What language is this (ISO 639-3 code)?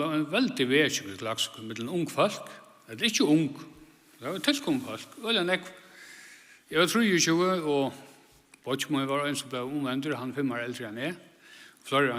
fao